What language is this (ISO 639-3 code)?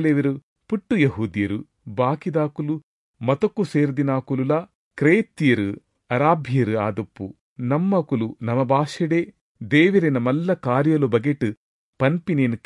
tcy